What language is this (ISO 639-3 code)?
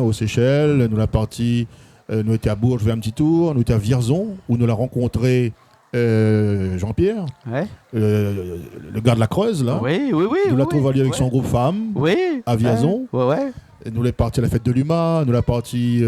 rcf